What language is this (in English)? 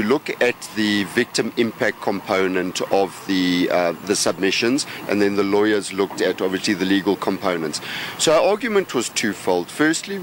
English